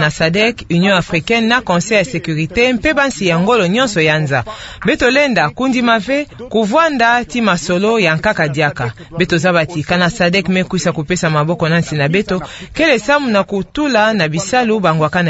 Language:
Kituba (Democratic Republic of Congo)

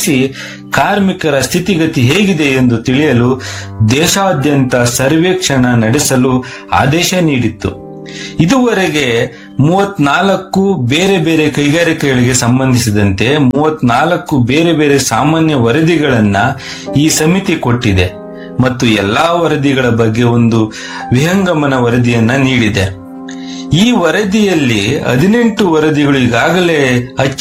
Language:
Kannada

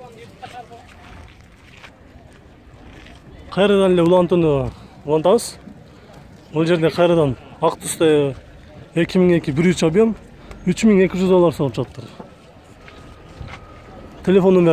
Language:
Kyrgyz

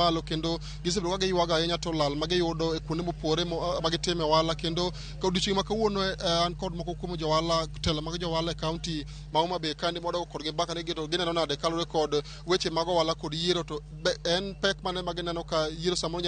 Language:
Luo (Kenya and Tanzania)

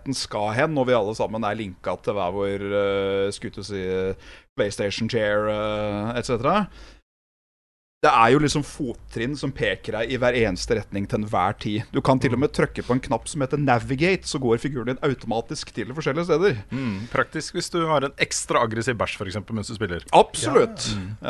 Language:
Norwegian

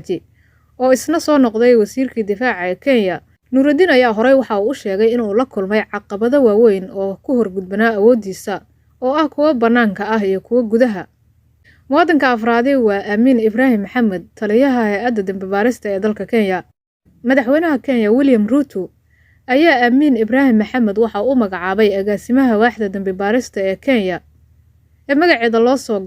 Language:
Somali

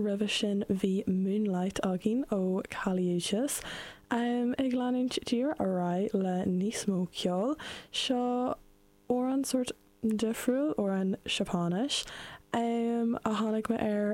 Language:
Irish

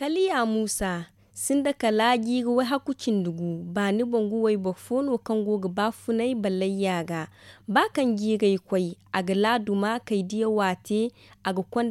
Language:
Zarma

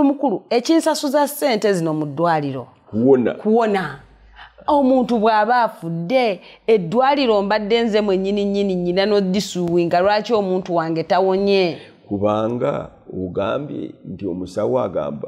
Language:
Ganda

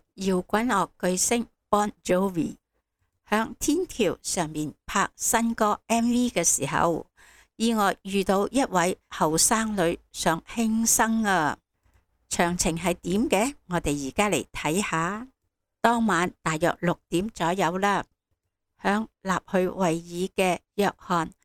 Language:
Cantonese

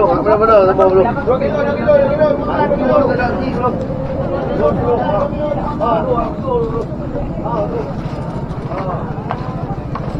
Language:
Malay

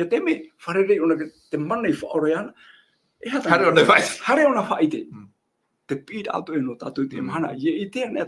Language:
Tahitian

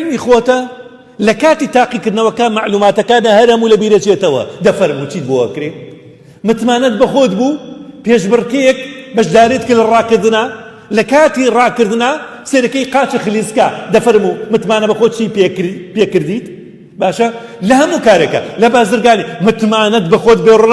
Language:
Central Kurdish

